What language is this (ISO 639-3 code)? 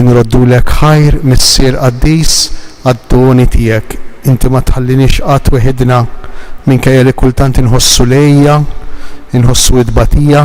mlt